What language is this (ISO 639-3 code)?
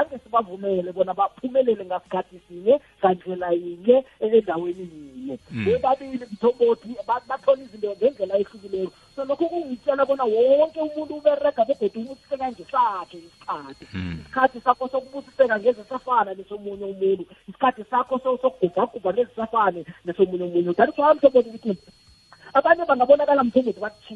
nbl